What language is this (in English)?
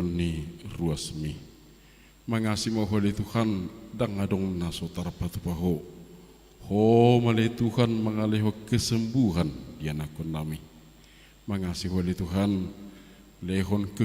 Batak Toba